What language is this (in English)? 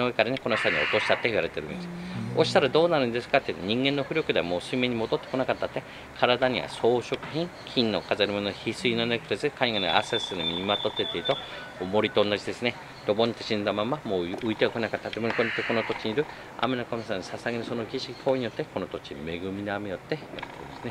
Japanese